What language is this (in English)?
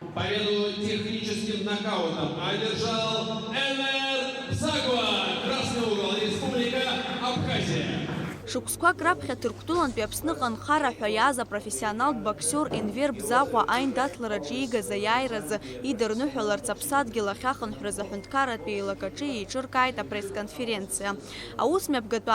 Abkhazian